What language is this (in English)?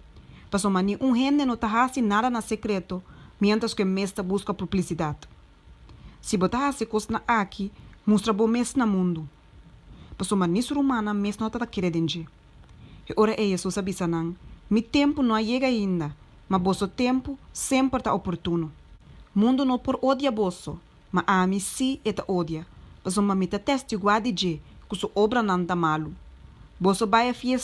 Papiamento